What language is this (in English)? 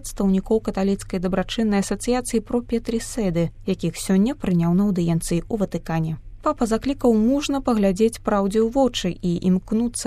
Belarusian